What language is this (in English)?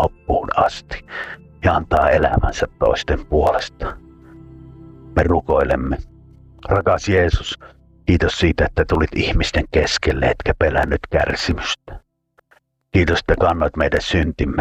Finnish